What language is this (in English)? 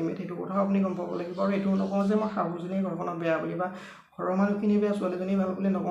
Assamese